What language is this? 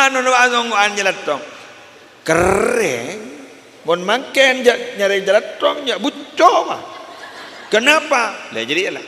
Madurese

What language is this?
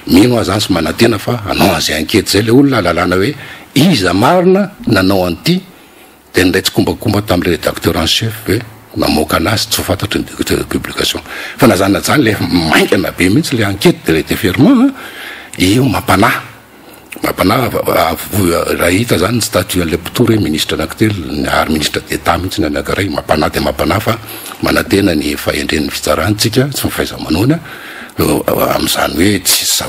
Malagasy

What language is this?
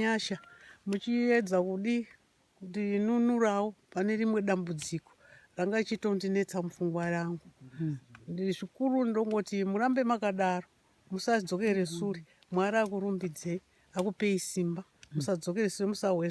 Shona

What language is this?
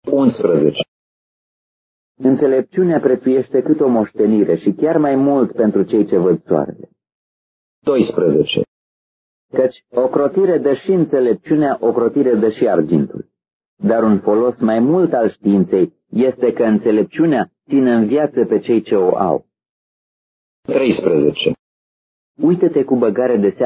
Romanian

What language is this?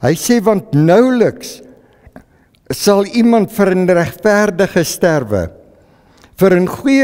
Afrikaans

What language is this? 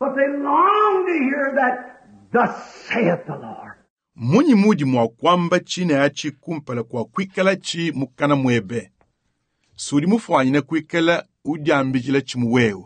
Luba-Lulua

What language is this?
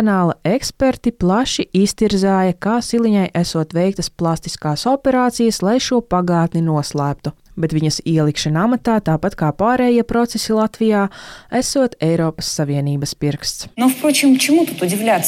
Latvian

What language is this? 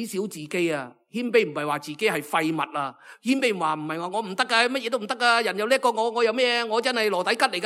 Cantonese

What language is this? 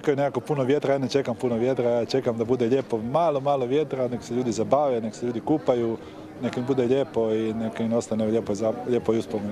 Croatian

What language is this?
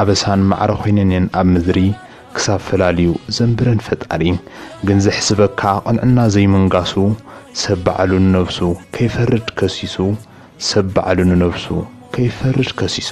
Tigrinya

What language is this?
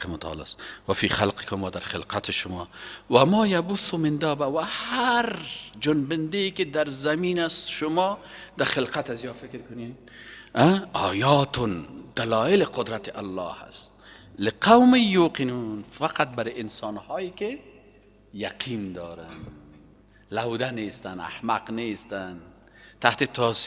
Persian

